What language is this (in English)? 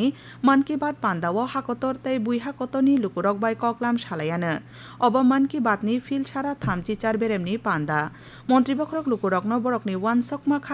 Kok Borok